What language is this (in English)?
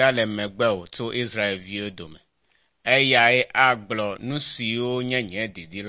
Ewe